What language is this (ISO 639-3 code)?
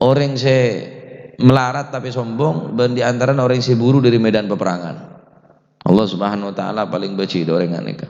mad